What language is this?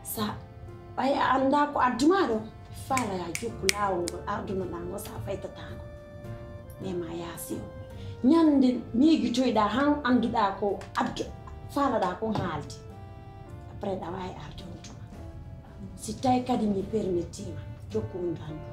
Pular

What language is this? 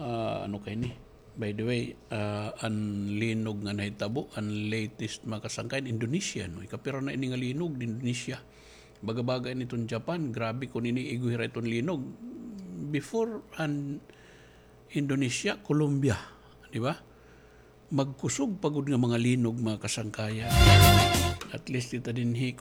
Waray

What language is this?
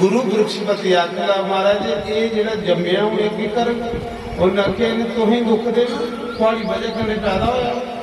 Dogri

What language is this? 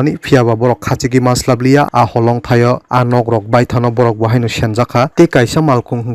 Kok Borok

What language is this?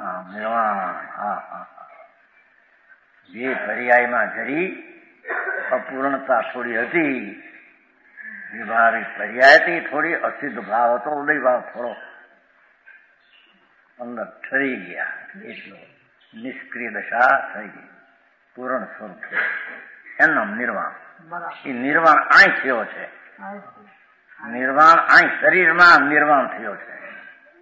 Gujarati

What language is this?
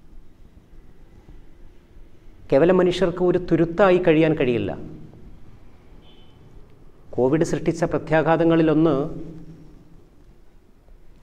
Malayalam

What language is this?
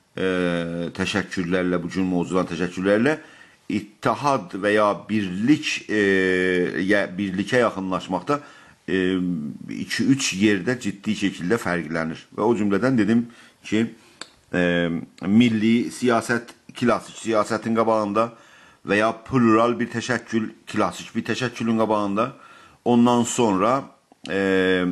South Azerbaijani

